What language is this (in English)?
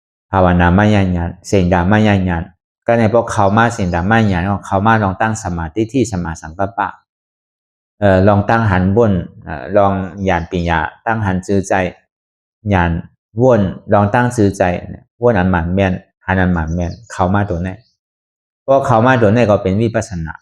Shan